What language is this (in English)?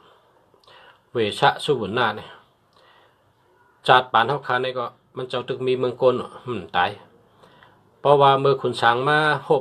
Shan